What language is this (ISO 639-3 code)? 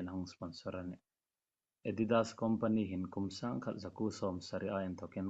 hmr